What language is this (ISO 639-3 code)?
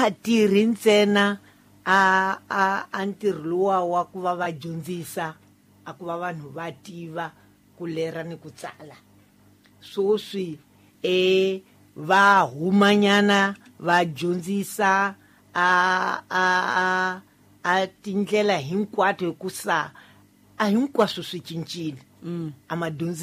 tso